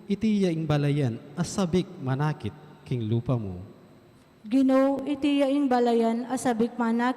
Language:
Pampanga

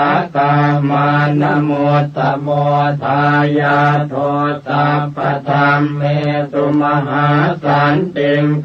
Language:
Pali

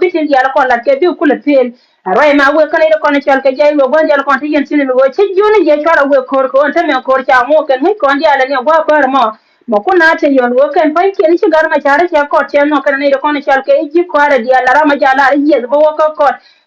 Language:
Nuer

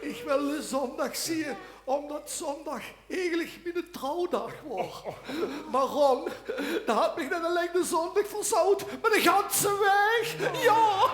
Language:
Limburgish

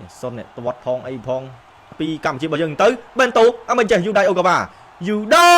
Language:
Khmer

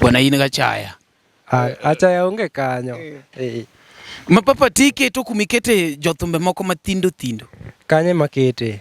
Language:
Luo (Kenya and Tanzania)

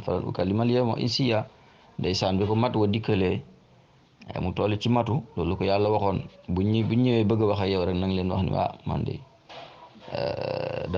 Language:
Wolof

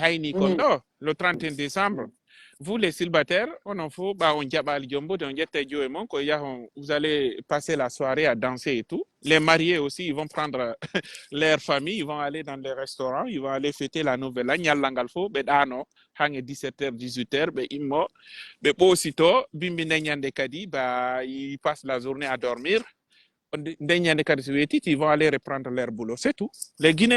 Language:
Pular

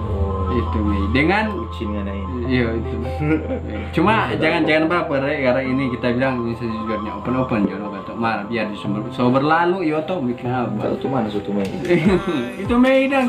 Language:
Manado Malay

